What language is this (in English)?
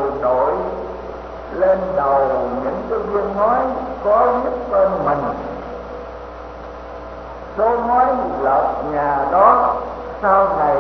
Vietnamese